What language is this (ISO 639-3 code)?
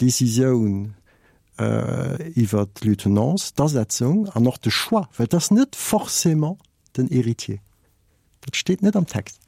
ltz